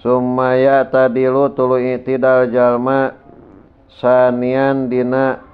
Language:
Sundanese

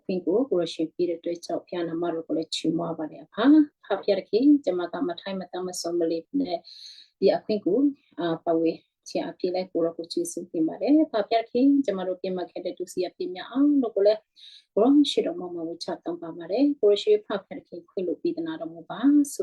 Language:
Western Kayah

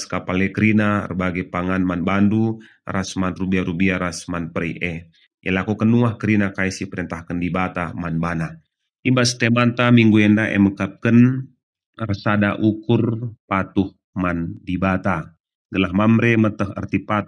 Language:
Batak Karo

